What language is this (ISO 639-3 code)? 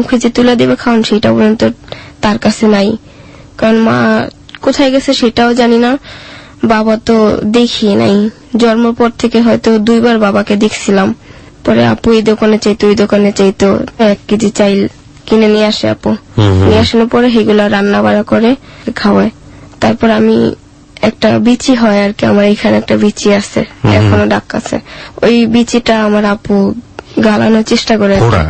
ben